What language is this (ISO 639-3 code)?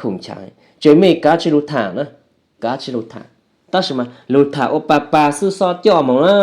hmn